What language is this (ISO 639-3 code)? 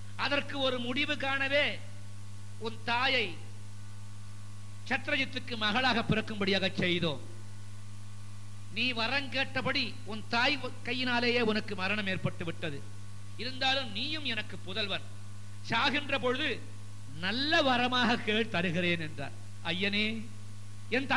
tam